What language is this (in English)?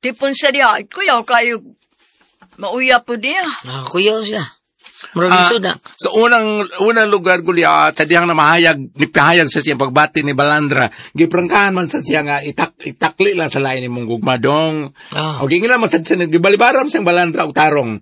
Cebuano